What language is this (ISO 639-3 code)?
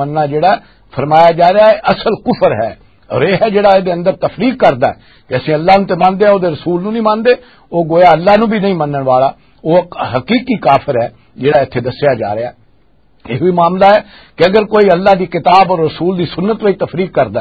lah